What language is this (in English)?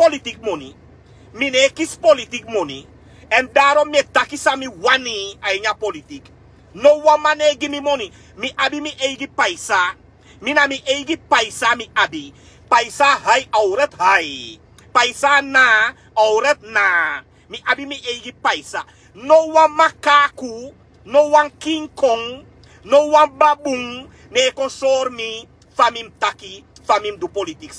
Sranan Tongo